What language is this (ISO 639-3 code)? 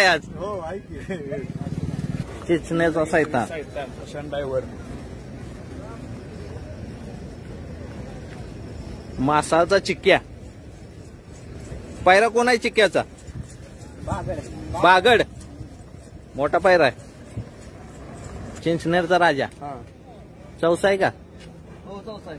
mar